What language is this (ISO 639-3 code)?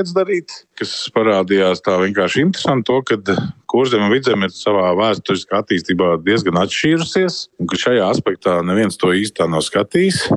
lav